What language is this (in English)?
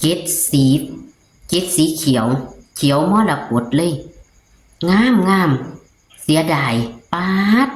Northeastern Thai